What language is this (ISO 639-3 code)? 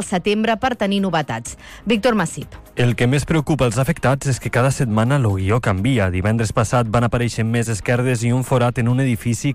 cat